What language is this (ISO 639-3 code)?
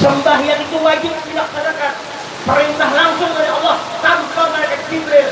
bjn